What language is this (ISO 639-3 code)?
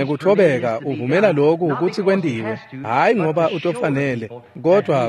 ssw